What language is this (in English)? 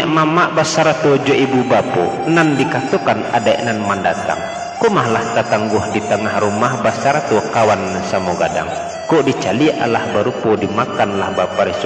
Minangkabau